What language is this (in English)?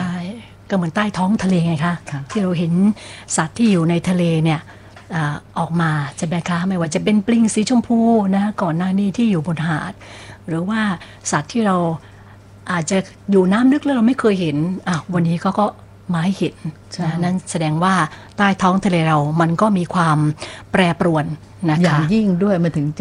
Thai